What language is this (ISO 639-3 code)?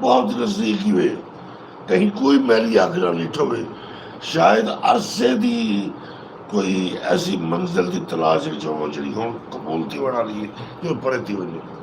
skr